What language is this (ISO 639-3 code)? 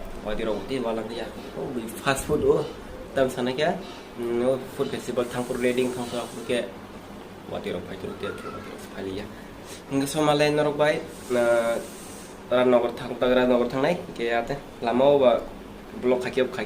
trp